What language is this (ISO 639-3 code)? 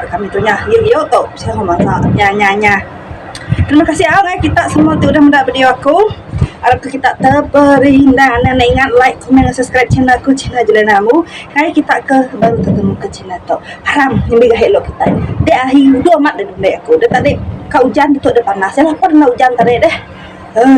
iba